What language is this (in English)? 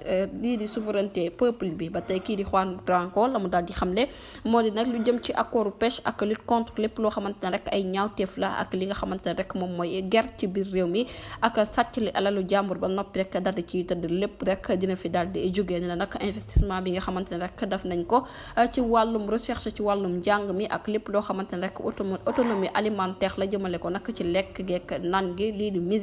Wolof